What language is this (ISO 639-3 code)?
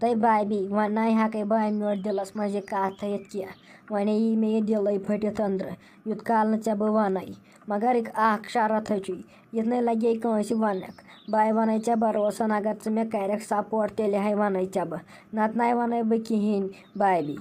kas